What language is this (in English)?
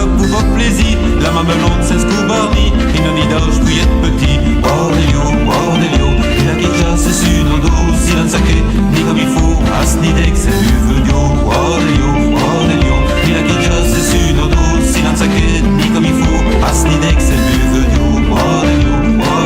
Picard